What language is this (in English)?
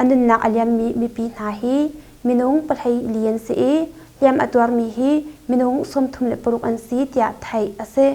Hakha Chin